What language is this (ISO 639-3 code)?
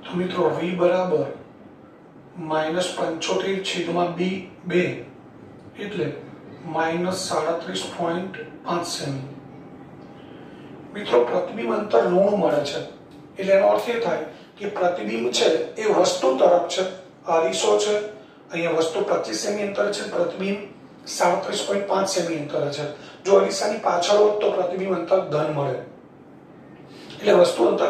guj